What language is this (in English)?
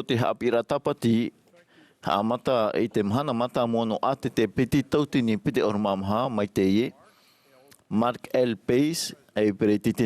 Tahitian